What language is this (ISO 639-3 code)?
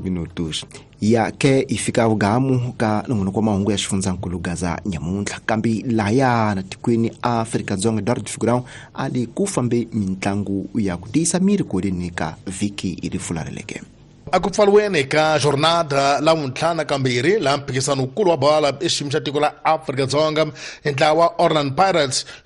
tso